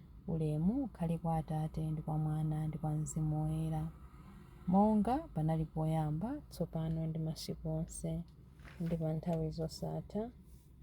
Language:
Nyanja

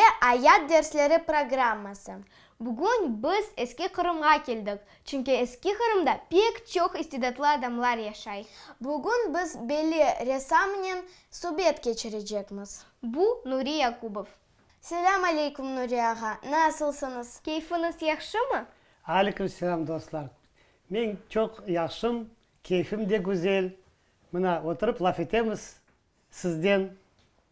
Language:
Crimean Tatar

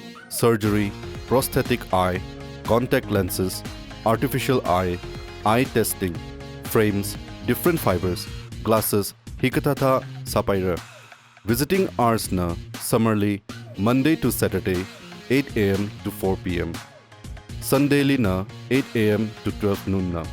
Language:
Tangkhul Naga (India)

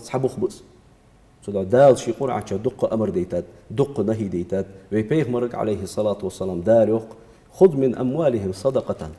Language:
Ingush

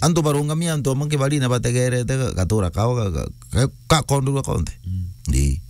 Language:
Meru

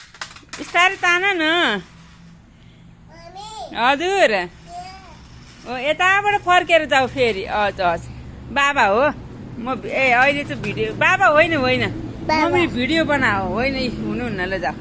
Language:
Nepali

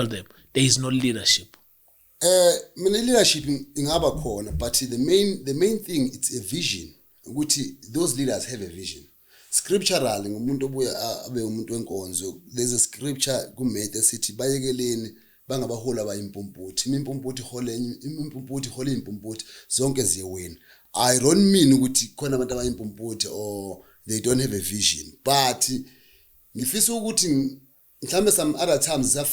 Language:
Zulu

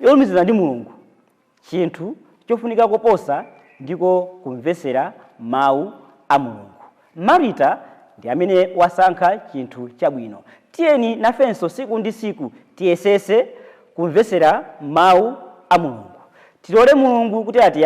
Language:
Nyanja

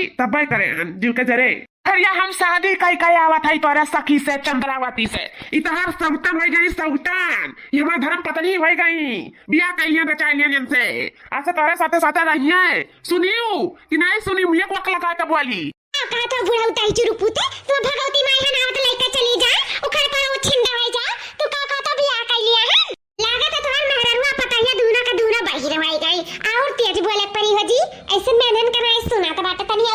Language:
Awadhi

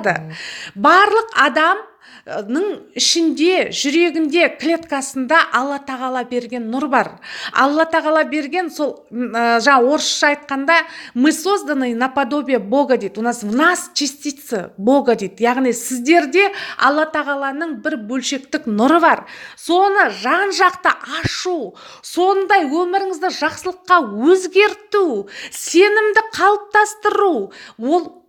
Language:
Kazakh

